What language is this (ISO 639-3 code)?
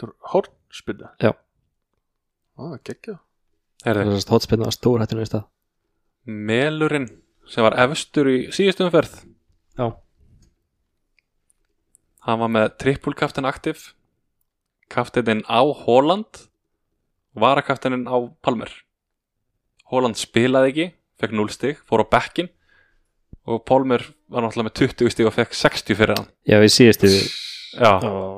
isl